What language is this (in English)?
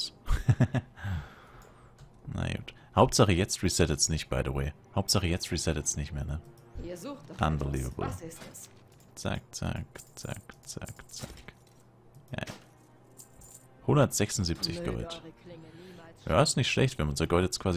German